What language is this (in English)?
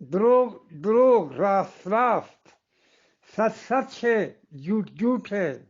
Eastern Balochi